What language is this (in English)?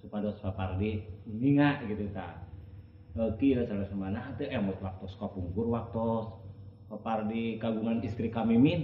Sundanese